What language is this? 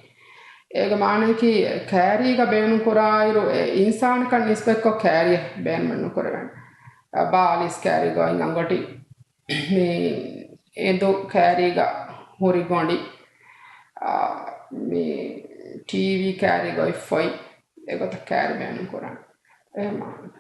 Divehi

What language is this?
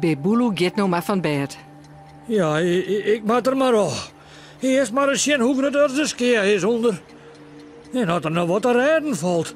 Western Frisian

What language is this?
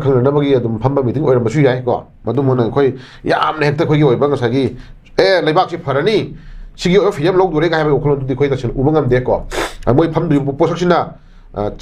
Manipuri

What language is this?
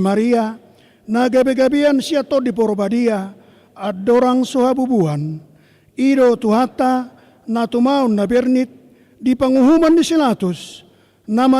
Batak Toba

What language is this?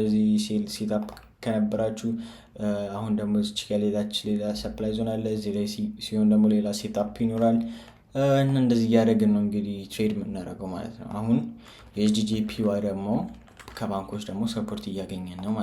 Amharic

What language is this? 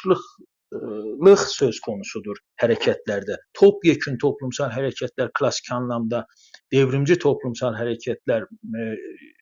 South Azerbaijani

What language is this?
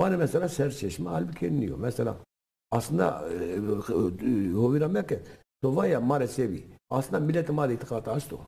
Zaza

